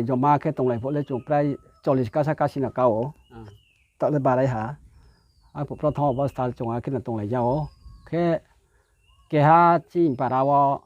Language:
Riang (India)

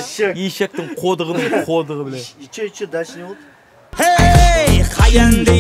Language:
Kazakh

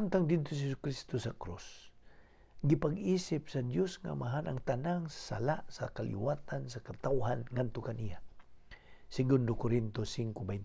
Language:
Cebuano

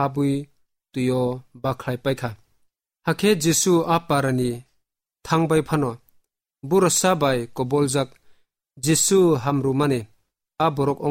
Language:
Kok Borok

